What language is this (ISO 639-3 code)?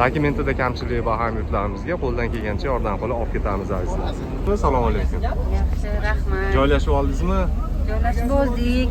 uzb